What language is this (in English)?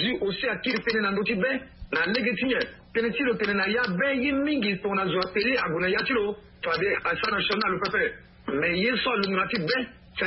Sango